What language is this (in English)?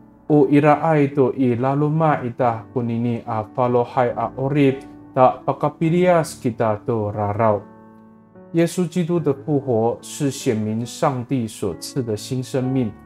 Amis